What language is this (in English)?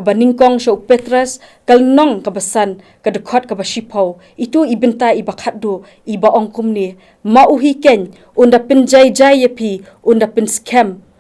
Khasi